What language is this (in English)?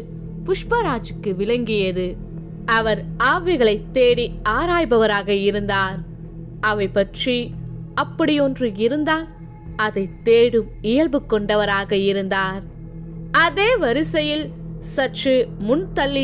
Tamil